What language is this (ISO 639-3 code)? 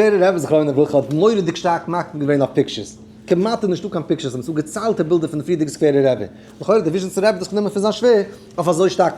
yid